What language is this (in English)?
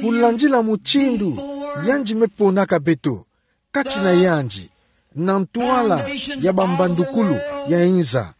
Kituba (Democratic Republic of Congo)